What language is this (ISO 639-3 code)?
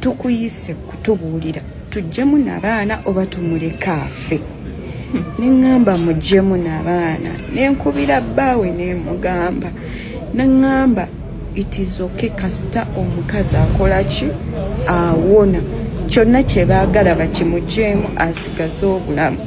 lug